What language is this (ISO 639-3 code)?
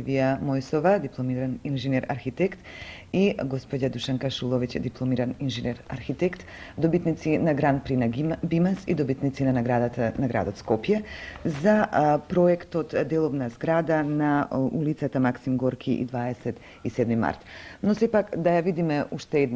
mkd